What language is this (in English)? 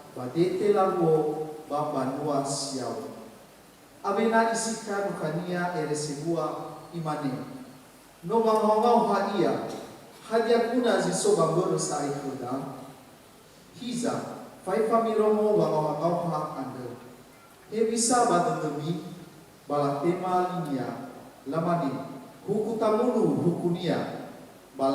Nias